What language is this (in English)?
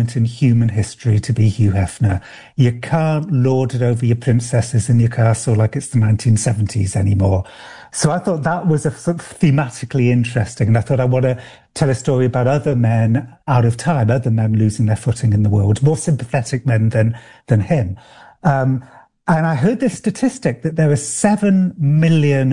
English